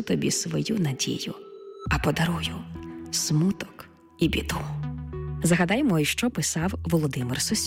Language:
Ukrainian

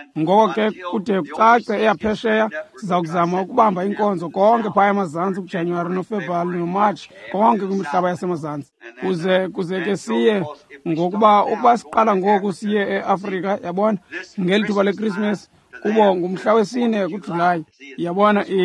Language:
Xhosa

